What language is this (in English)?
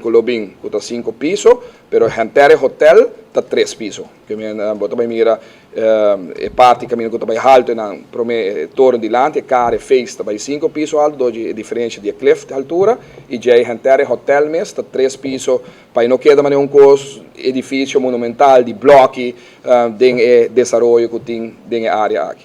Papiamento